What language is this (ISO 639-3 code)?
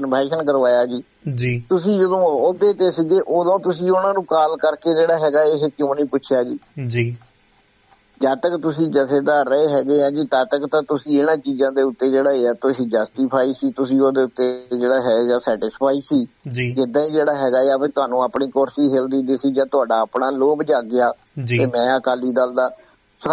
pan